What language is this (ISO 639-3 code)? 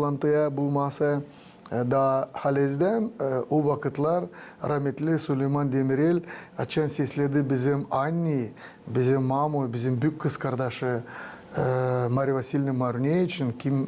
gag